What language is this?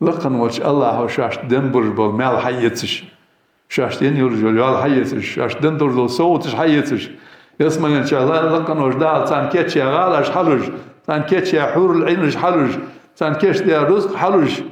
Ingush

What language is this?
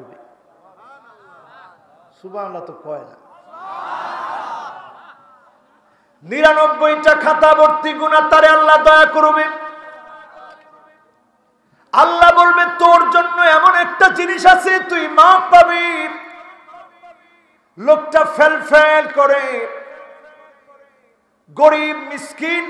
Bangla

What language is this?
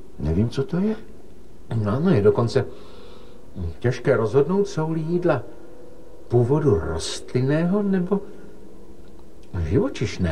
Czech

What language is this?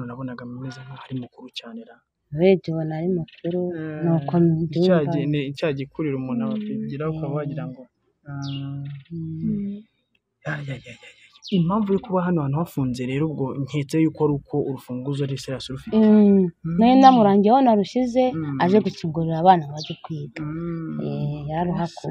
Kinyarwanda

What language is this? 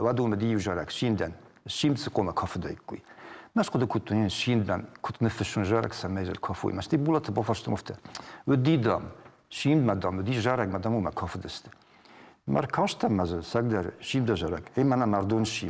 Ossetic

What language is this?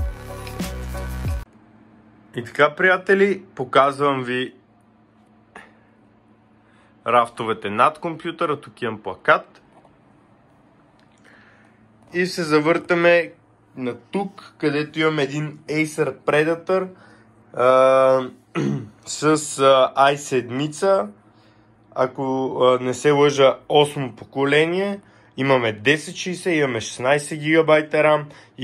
Bulgarian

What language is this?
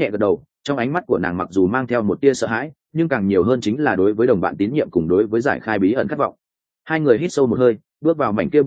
Vietnamese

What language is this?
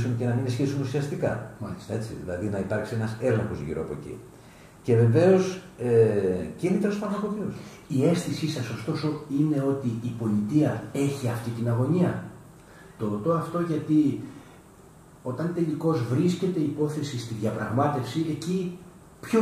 Greek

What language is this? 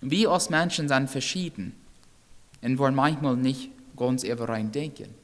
Plautdietsch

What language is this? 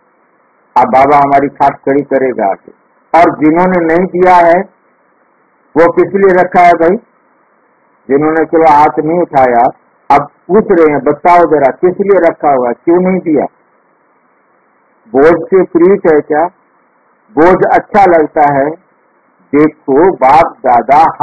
Hindi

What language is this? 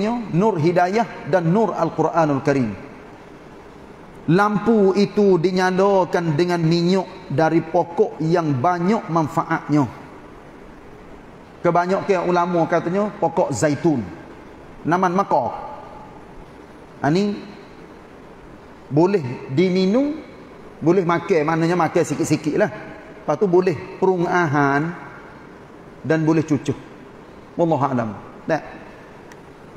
Malay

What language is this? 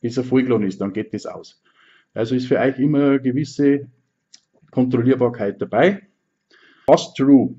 Bavarian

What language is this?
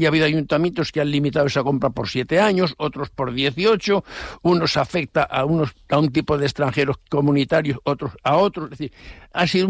Spanish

